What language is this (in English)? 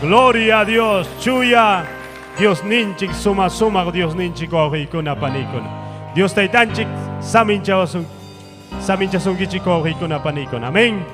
Ayacucho Quechua